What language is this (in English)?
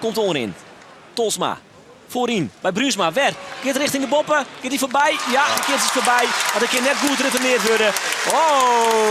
Western Frisian